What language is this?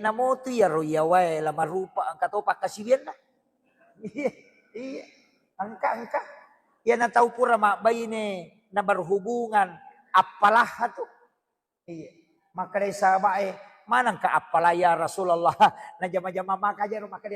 Buginese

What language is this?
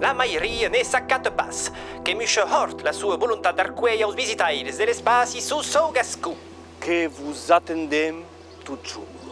Occitan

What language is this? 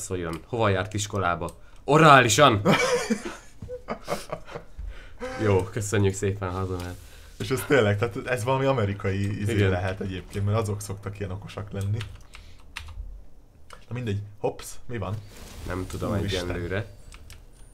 Hungarian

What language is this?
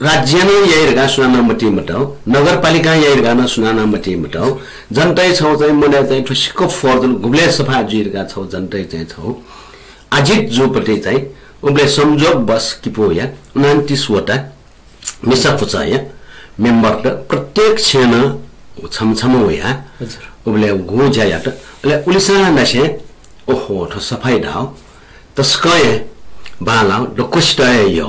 Newari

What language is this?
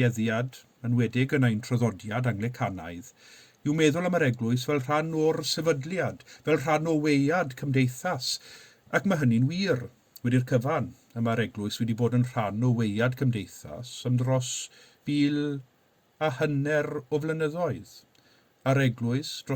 Welsh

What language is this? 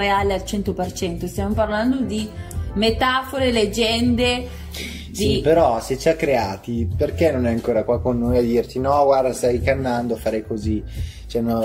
Italian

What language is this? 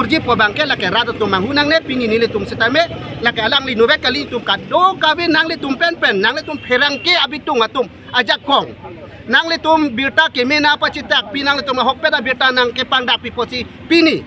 Karbi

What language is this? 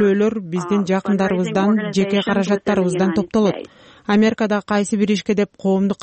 Kyrgyz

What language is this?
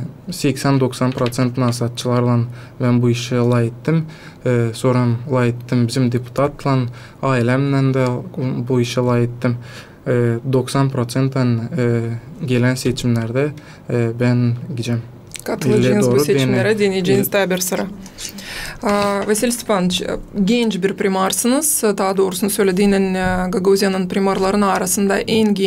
Gagauz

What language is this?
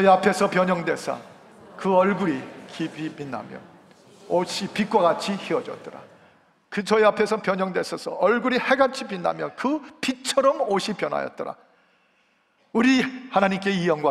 Korean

